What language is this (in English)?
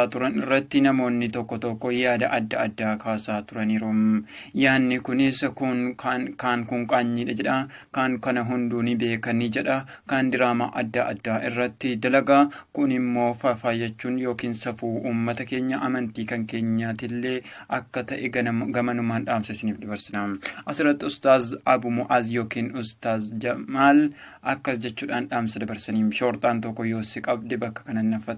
Oromo